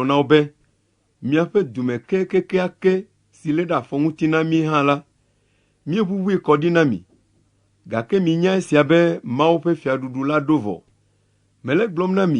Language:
Ewe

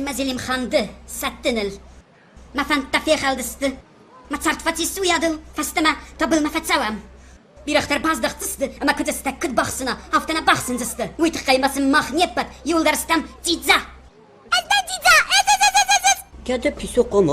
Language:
Ossetic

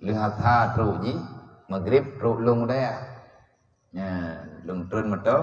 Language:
Achinese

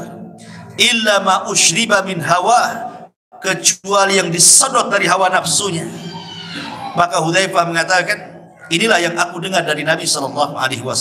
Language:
Indonesian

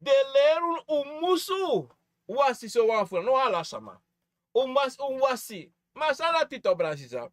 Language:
Sranan Tongo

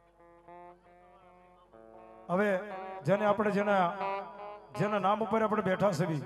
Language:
Gujarati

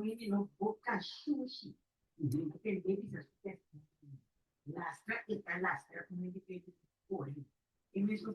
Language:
Papiamento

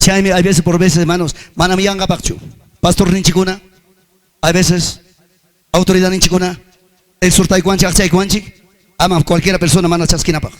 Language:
Ayacucho Quechua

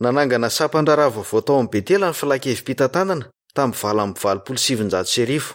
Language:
Malagasy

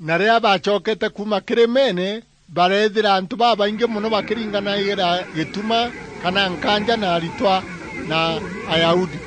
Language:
Meru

